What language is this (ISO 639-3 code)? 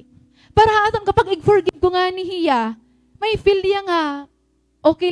war